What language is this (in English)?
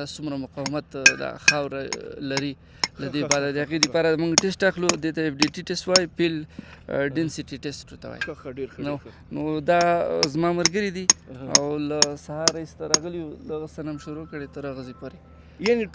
Pashto